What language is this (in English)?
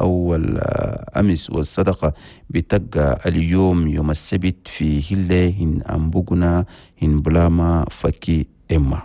Chadian Arabic